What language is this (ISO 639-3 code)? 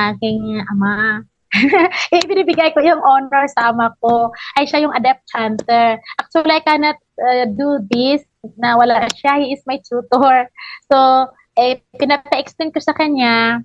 fil